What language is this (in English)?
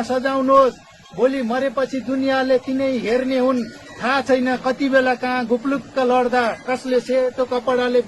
Nepali